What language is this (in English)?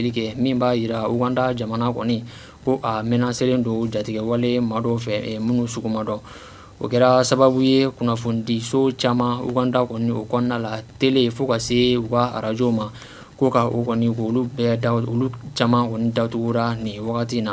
Bambara